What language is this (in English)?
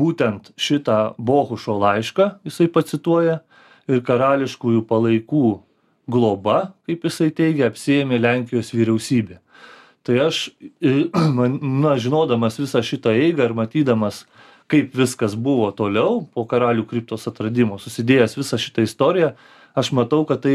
Lithuanian